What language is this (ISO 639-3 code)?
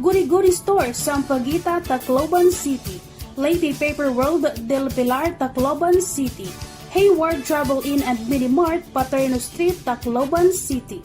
war